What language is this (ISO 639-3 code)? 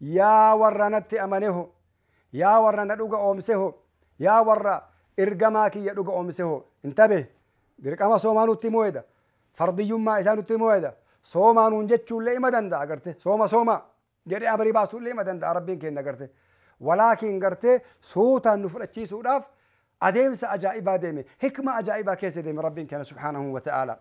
orm